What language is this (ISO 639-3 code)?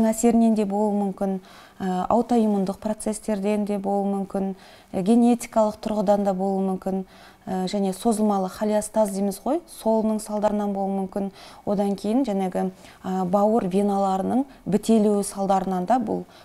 kaz